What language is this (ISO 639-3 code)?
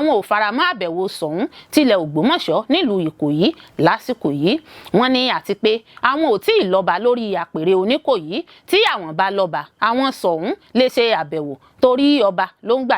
yor